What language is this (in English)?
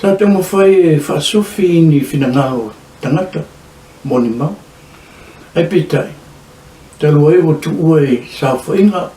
Samoan